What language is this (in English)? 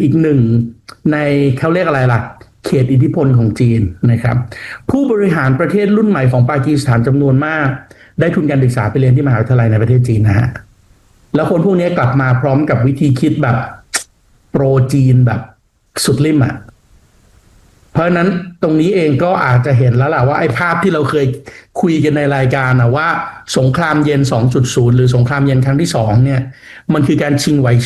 Thai